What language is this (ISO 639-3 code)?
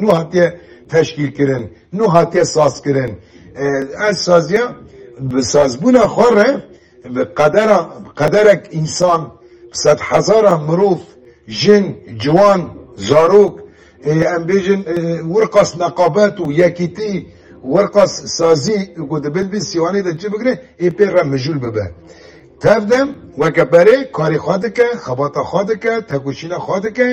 kur